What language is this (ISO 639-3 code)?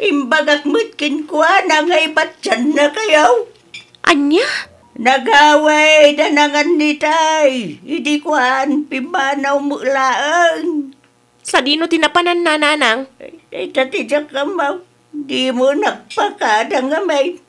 ilo